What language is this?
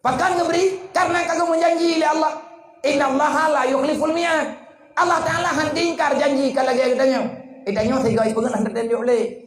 Achinese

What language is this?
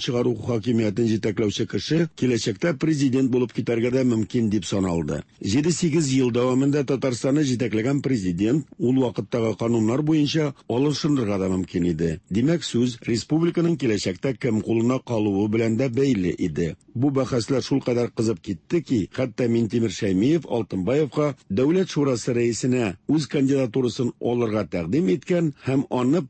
Tatar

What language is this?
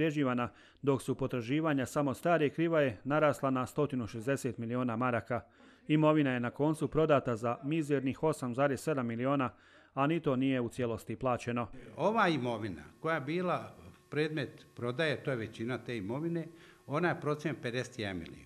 Croatian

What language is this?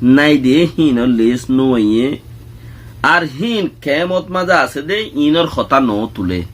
Rohingya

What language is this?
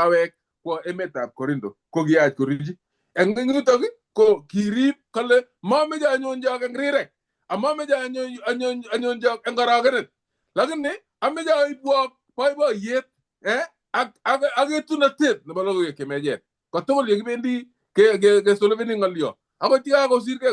Kalenjin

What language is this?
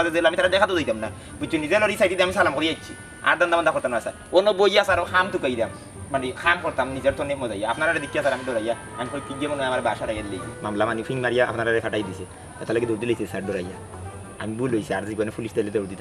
Sylheti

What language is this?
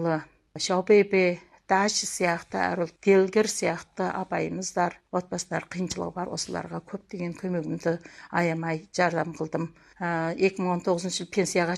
Kazakh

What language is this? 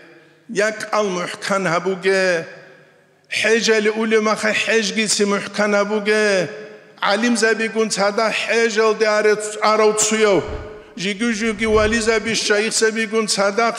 Avaric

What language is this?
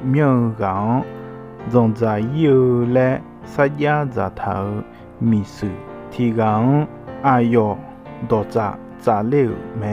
Akha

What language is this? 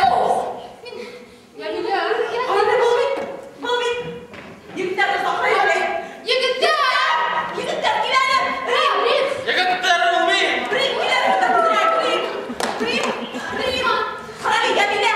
Bashkir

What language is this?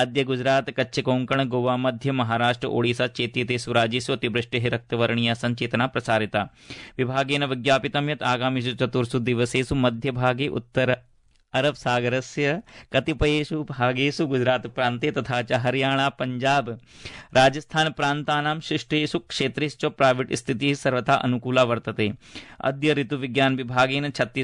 Sanskrit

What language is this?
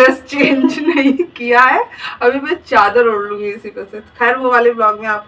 Hindi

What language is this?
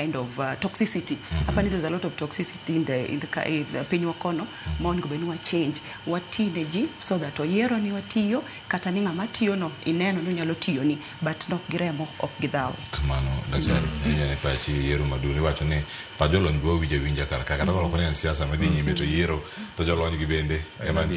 Luo (Kenya and Tanzania)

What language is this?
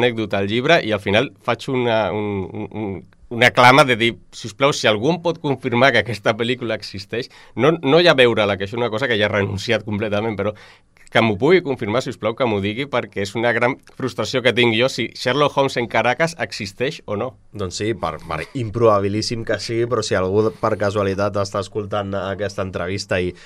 Catalan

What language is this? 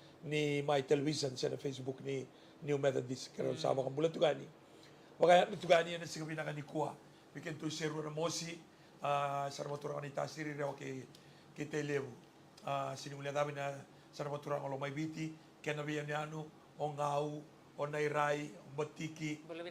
Fijian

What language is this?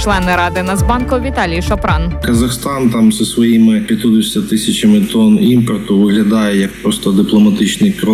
Ukrainian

